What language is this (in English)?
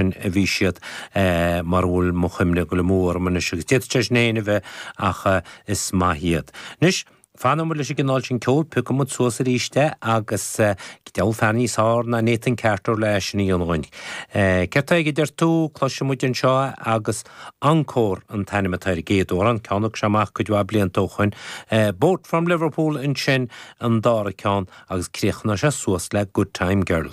Irish